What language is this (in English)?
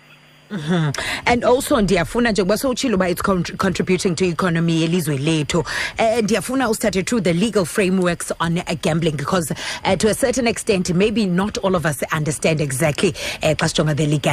Xhosa